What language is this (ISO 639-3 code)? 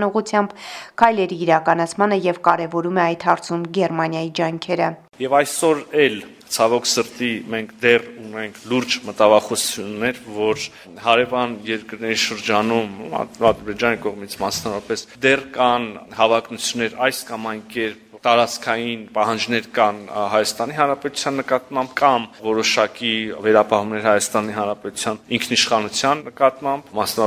hye